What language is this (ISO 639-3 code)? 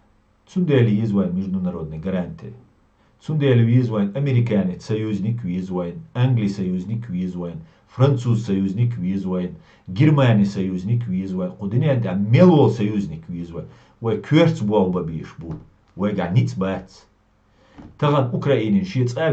che